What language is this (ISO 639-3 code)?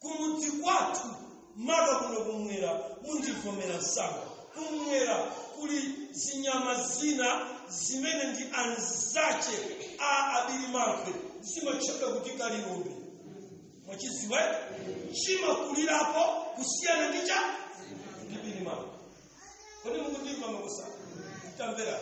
nya